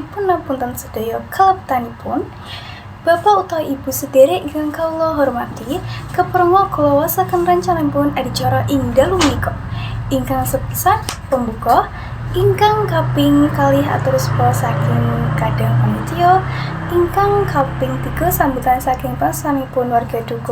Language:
Javanese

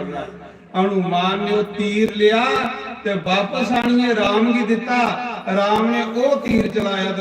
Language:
Dogri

